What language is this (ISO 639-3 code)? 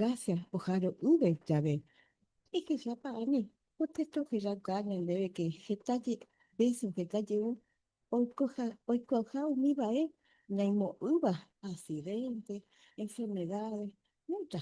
grn